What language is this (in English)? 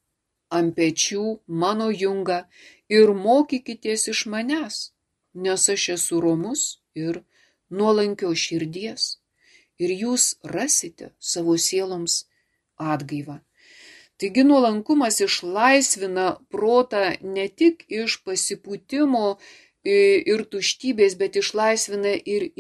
Lithuanian